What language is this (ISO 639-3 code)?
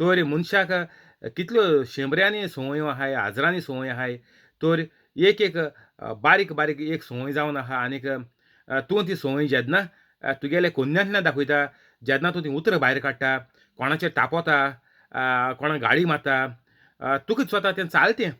kok